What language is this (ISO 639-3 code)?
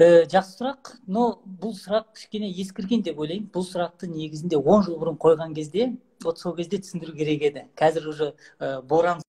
kaz